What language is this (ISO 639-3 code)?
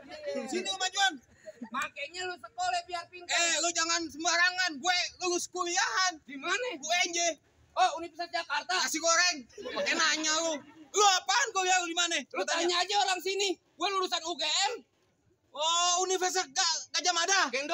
bew